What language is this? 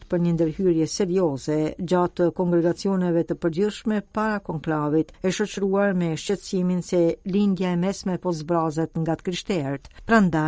Albanian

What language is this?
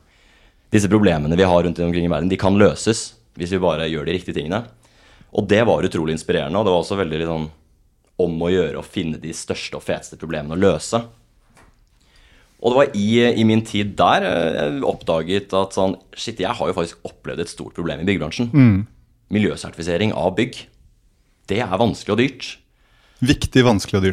Norwegian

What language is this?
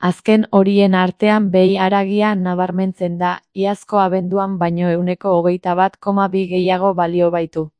Basque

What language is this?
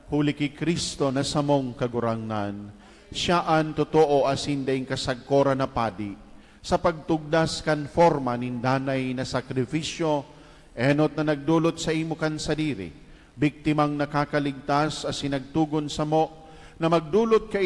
Bikol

